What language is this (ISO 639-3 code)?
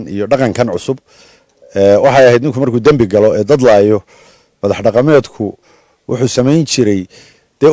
som